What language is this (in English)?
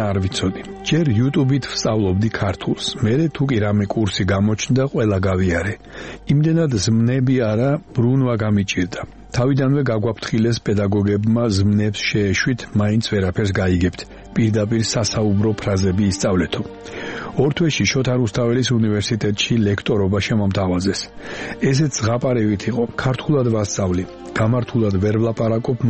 Georgian